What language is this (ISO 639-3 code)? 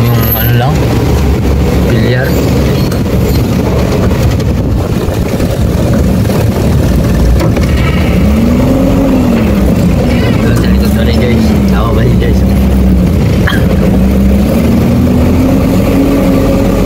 fil